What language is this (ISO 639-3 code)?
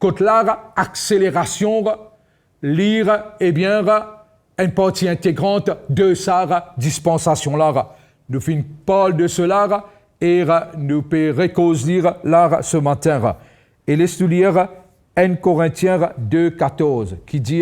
mfe